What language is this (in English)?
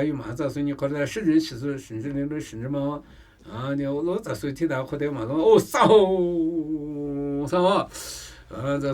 Namuyi